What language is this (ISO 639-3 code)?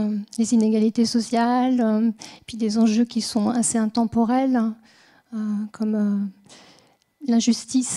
fra